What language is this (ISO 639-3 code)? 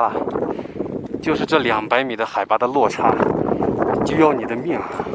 zho